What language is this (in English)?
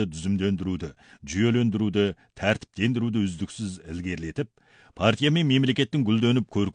Kazakh